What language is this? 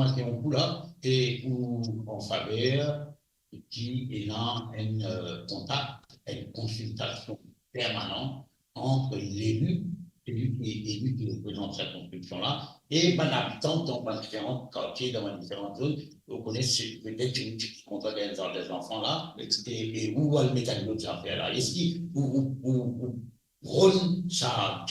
Morisyen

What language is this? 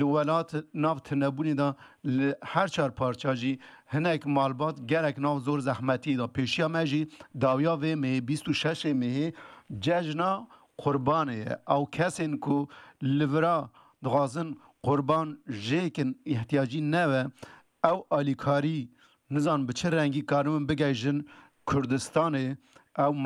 Kurdish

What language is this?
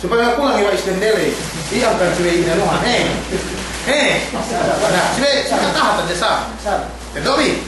Yakan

